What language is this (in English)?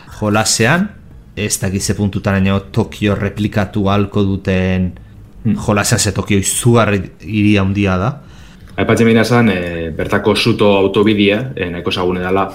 Basque